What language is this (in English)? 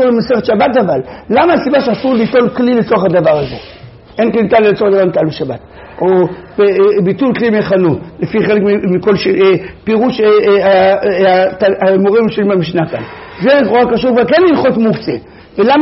Hebrew